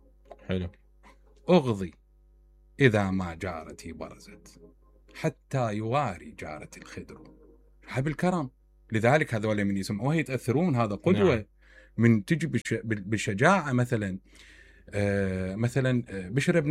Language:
Mesopotamian Arabic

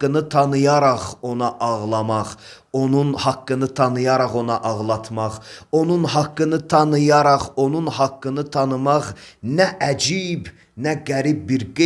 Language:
Azerbaijani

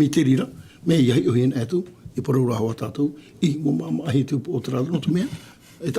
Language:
Tahitian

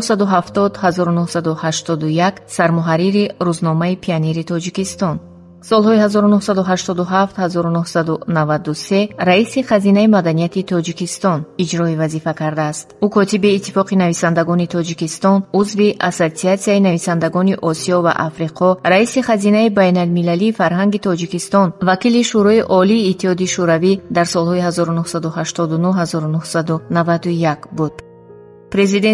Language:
Tajik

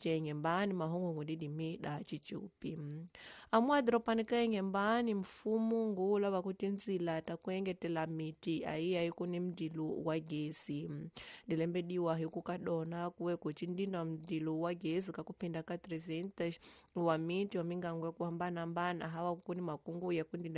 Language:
Tsonga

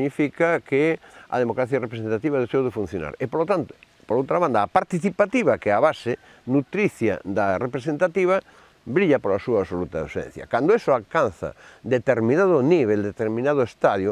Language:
Galician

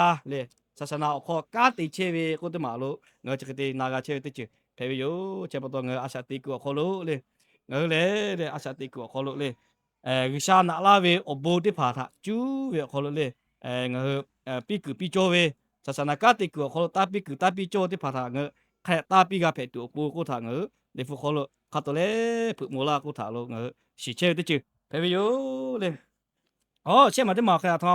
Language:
Lahu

